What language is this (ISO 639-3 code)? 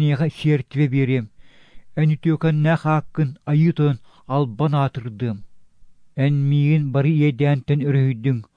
sah